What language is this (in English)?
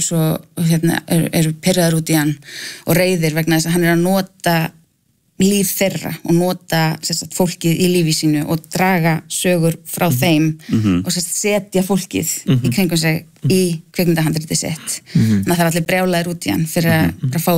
Icelandic